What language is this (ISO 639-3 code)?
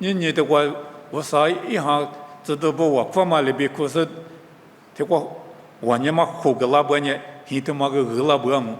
lis